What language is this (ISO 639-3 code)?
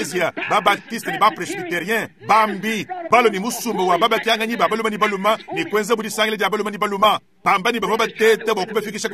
lua